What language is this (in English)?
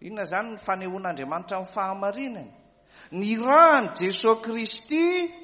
Malagasy